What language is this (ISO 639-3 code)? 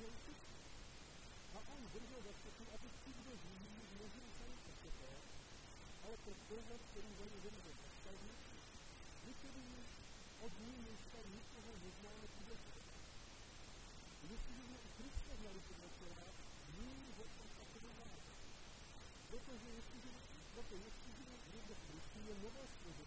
ces